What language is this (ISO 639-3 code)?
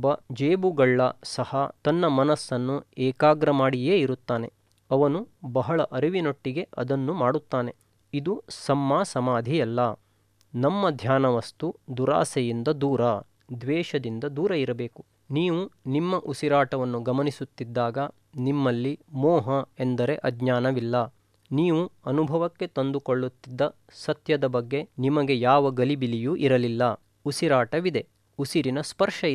kan